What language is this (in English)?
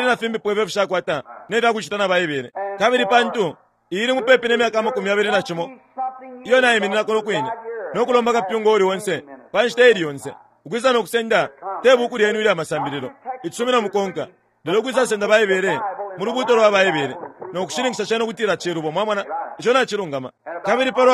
Bemba